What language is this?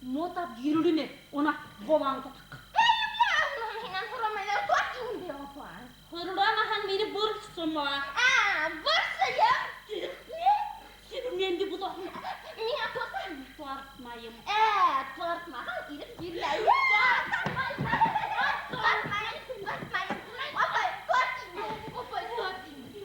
Bashkir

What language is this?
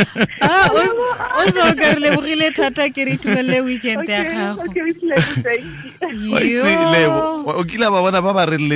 Tswana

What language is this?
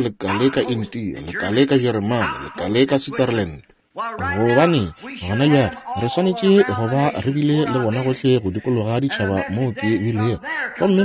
Northern Sotho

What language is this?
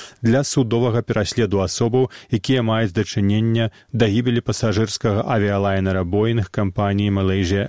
Belarusian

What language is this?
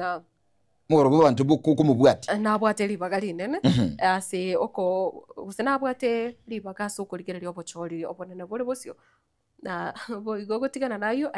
Gusii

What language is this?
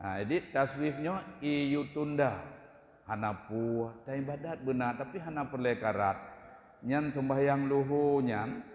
Achinese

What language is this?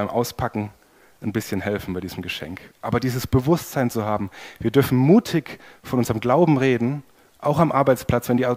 German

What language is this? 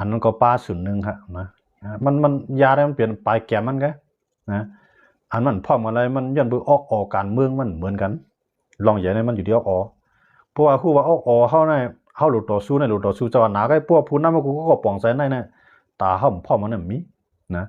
Shan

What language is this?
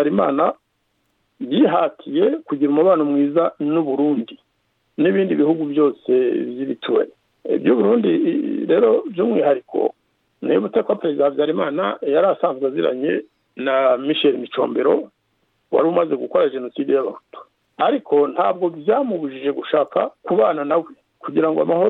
Kinyarwanda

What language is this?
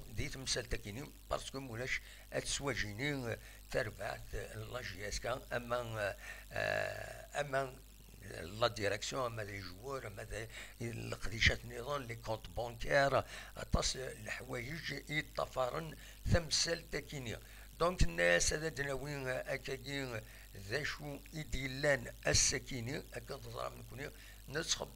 Kabyle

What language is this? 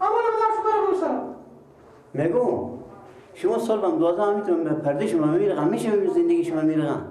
Persian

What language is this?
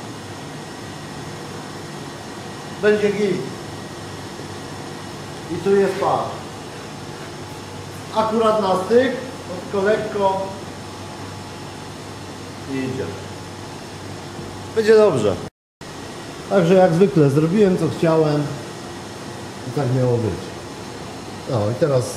Polish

